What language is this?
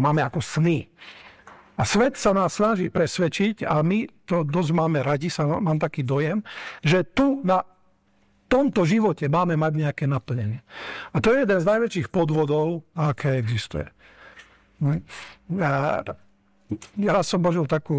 Slovak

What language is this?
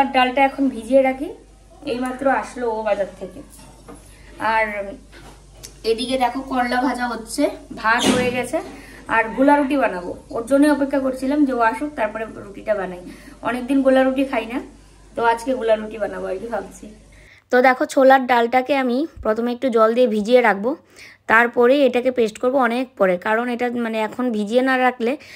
Bangla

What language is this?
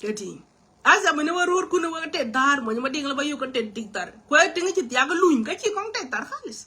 Nuer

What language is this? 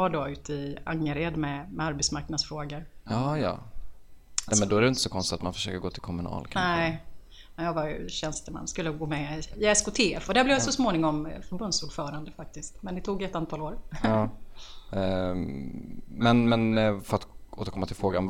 Swedish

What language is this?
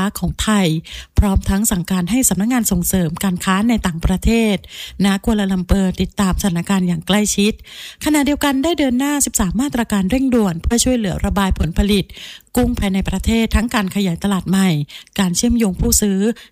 Thai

